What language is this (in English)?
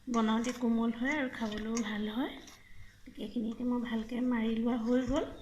Assamese